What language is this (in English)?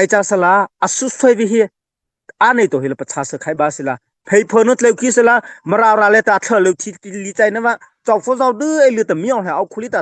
Mara Chin